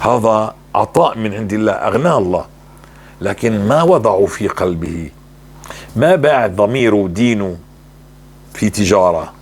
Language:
North Levantine Arabic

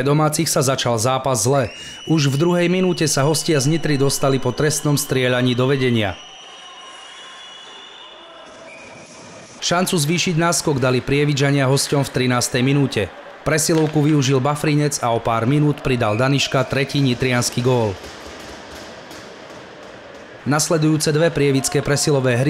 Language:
Slovak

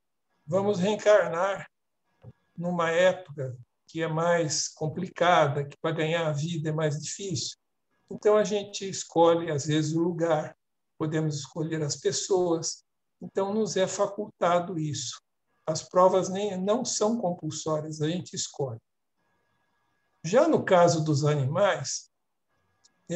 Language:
Portuguese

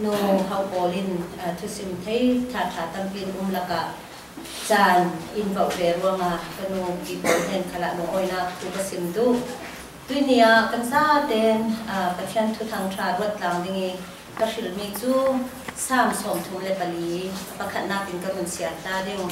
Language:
Falam Chin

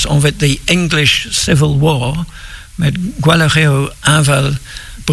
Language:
Breton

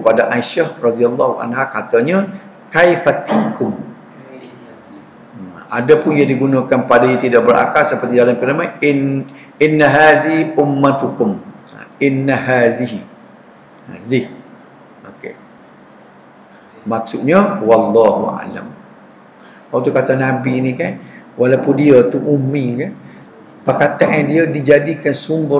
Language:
Malay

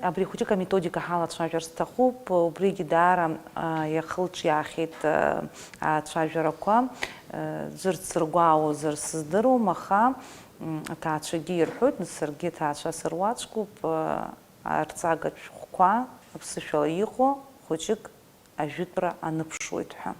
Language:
Abkhazian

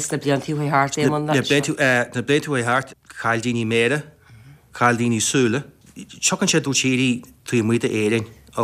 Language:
Irish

